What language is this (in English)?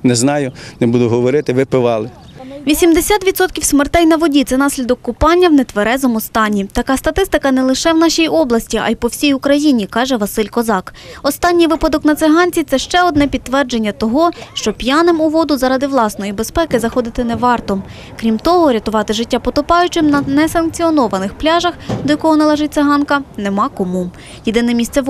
Ukrainian